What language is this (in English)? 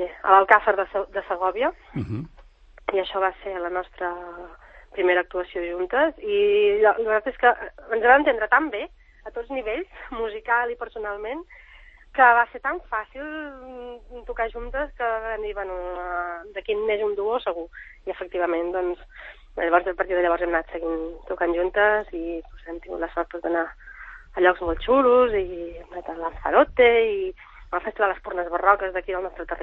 Catalan